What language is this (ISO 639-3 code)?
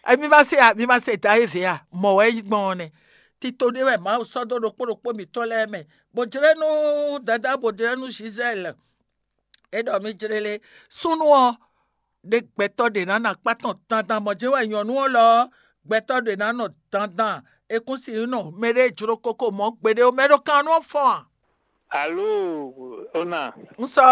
fon